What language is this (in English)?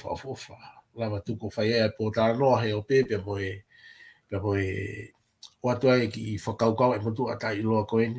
Tongan